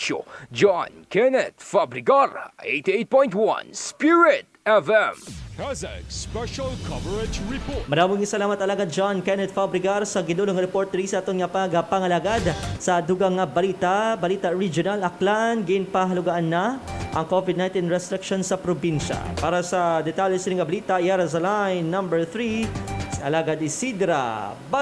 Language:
Hiligaynon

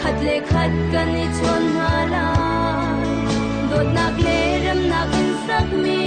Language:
Hakha Chin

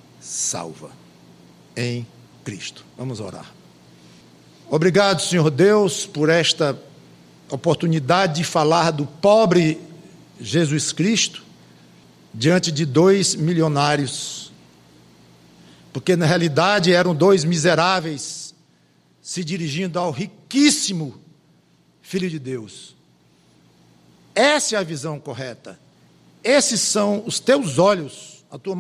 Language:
Portuguese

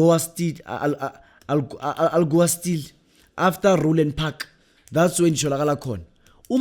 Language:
Zulu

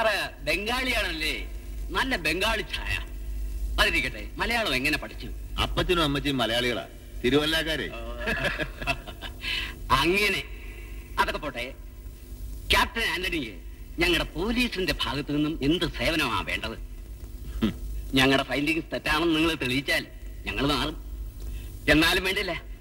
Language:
Malayalam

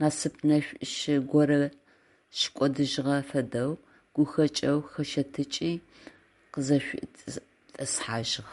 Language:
Adyghe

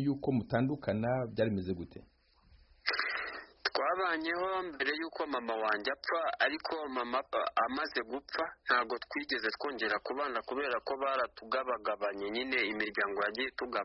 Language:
Kinyarwanda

